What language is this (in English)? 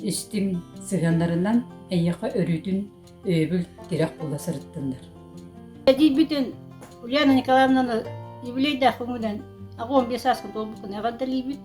Yakut